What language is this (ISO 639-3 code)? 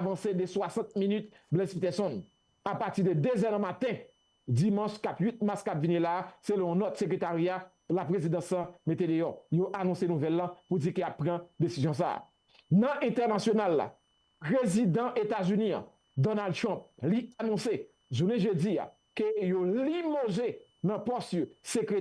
hat